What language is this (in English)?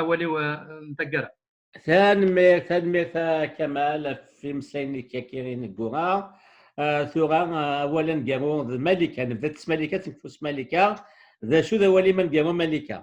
Kabyle